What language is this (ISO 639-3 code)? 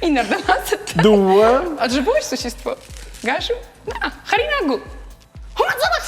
oss